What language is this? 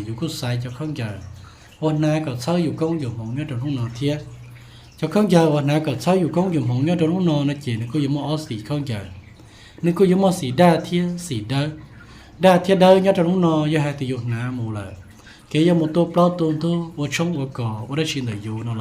Hmong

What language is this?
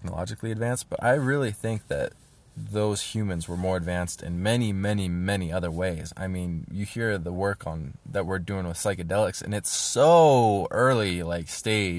English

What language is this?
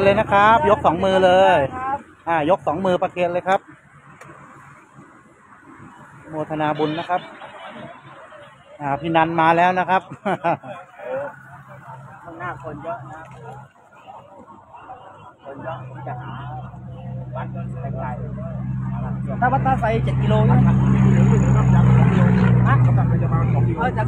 Thai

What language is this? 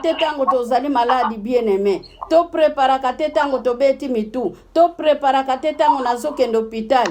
Lingala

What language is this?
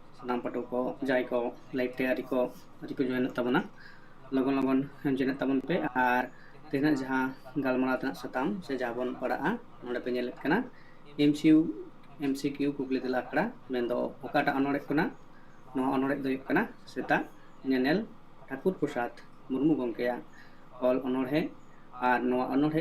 Santali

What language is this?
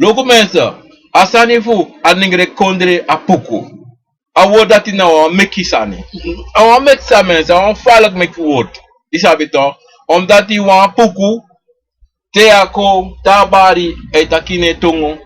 Sranan Tongo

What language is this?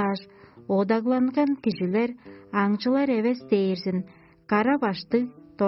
Tuvinian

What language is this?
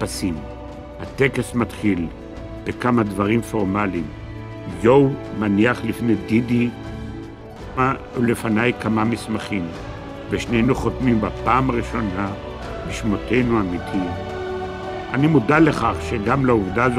Hebrew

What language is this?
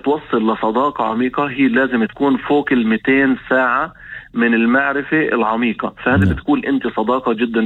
North Levantine Arabic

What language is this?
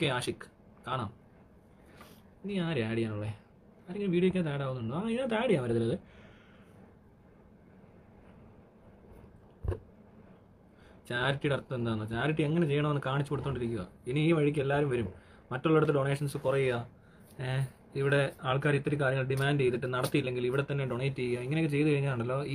Malayalam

